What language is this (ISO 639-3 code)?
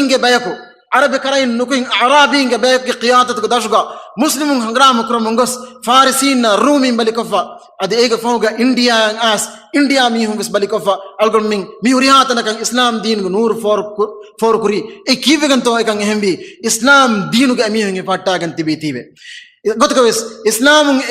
div